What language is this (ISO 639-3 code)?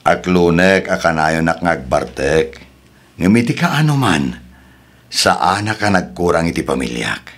ilo